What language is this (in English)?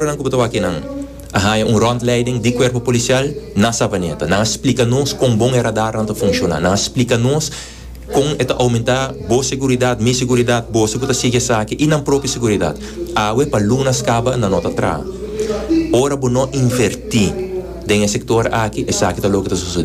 Papiamento